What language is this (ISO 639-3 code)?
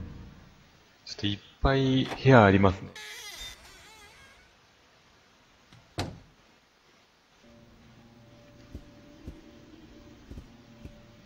jpn